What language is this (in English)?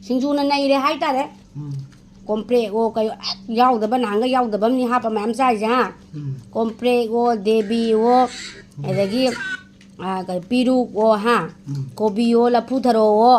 Manipuri